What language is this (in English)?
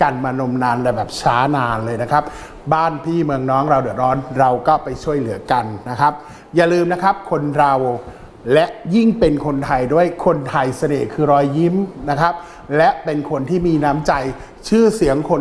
Thai